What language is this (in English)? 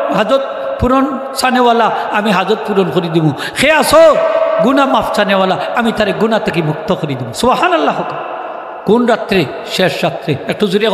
Sylheti